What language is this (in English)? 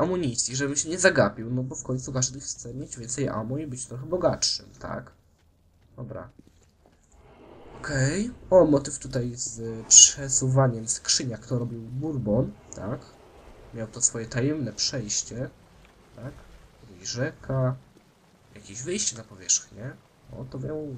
Polish